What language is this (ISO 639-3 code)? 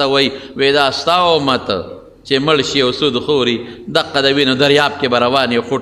pus